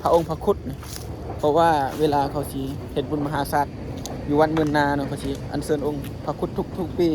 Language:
Northeastern Thai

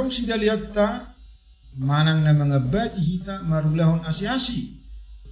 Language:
Batak Toba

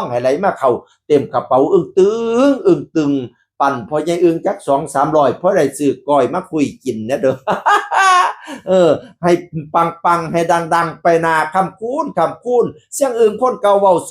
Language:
Northeastern Thai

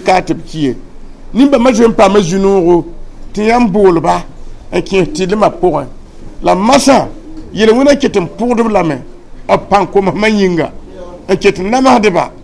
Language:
Mossi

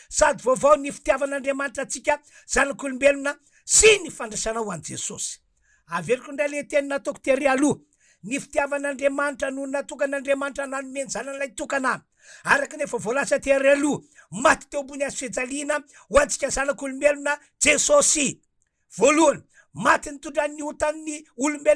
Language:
Malagasy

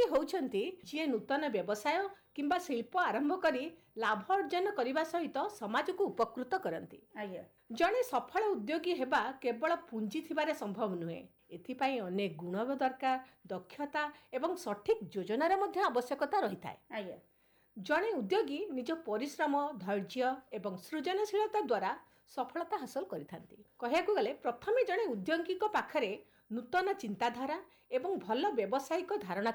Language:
Odia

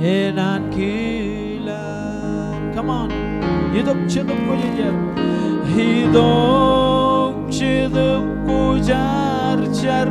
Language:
Marshallese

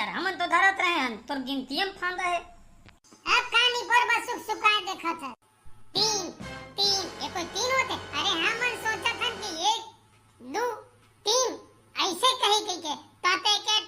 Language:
Chhattisgarhi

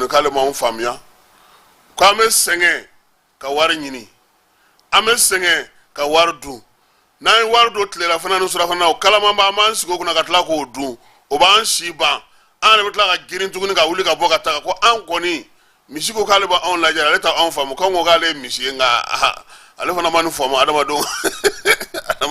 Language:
Bambara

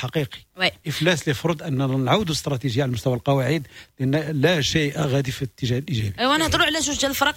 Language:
Moroccan Arabic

